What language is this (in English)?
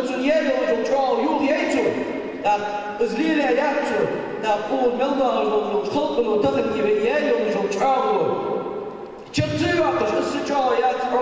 Ingush